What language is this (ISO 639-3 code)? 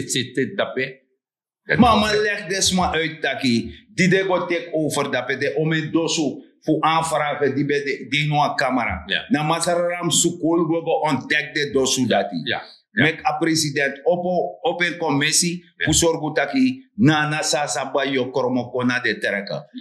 srn